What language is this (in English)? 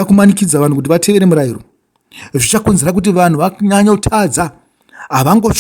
Shona